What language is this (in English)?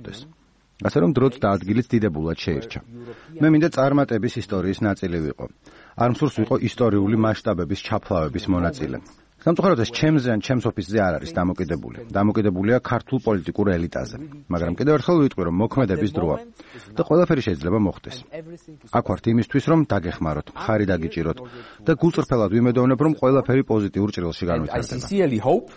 Georgian